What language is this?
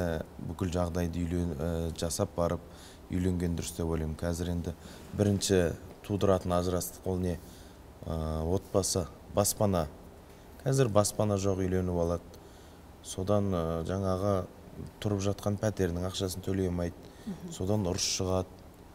Kazakh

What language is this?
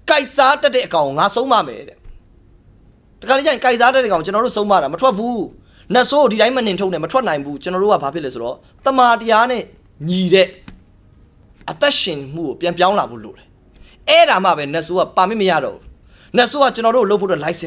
Burmese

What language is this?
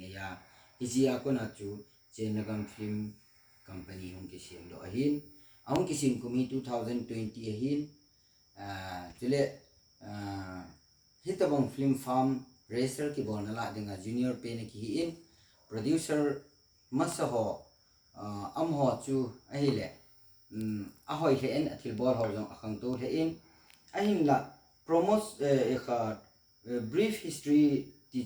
Thado Chin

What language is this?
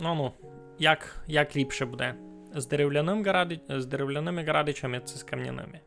Rusyn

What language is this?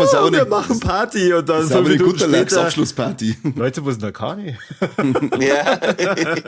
Bavarian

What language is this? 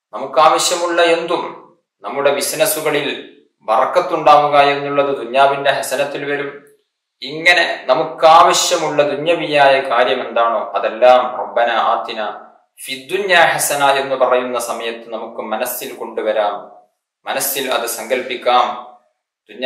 Malayalam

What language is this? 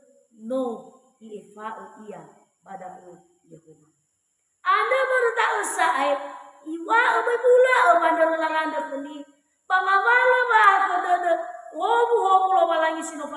Nias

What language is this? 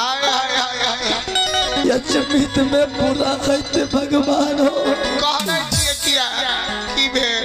Maithili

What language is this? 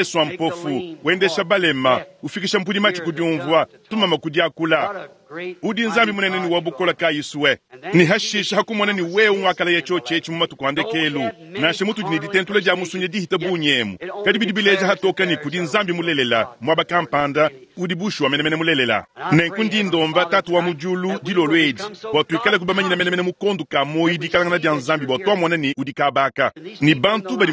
Luba-Lulua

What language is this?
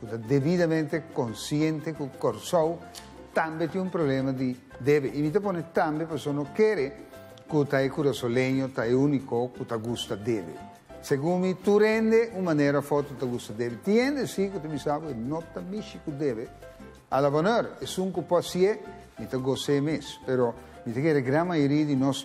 Papiamento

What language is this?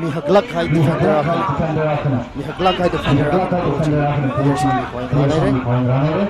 Tangkhul Naga (India)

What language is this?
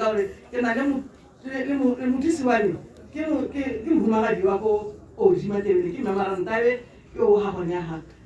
Tswana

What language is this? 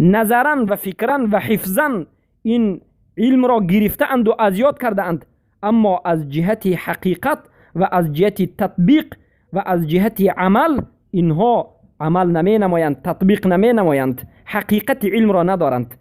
Persian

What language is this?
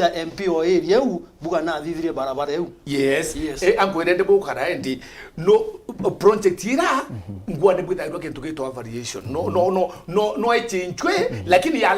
Meru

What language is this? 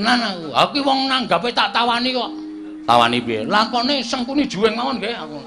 Javanese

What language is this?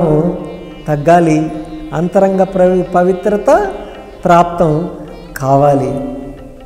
Telugu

